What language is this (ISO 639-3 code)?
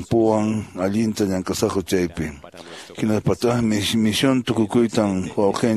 que